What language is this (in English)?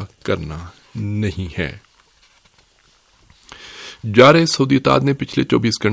Urdu